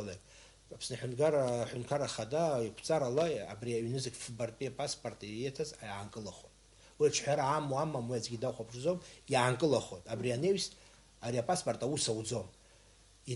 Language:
Abkhazian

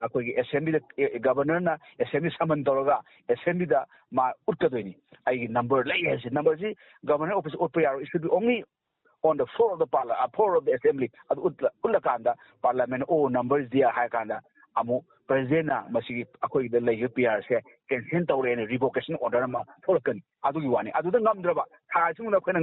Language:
Manipuri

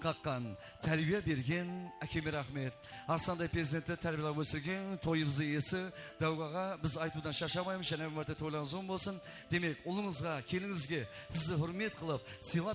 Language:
Kara-Kalpak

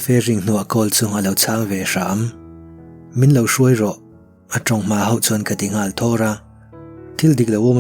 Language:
Mizo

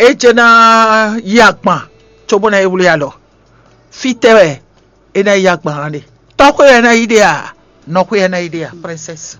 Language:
Fon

